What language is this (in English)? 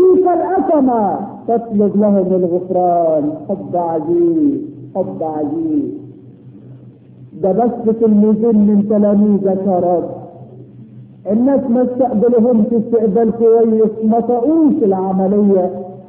Egyptian Arabic